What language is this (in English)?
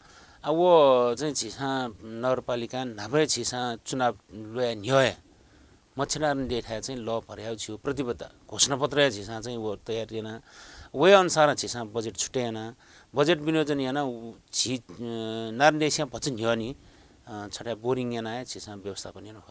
Newari